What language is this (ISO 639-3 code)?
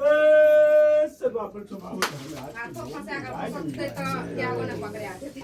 mai